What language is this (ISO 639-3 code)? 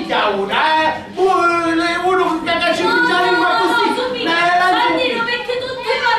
scn